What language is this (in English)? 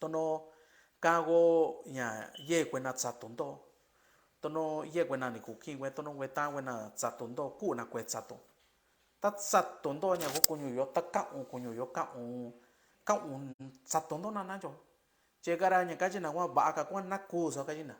Mixtepec Mixtec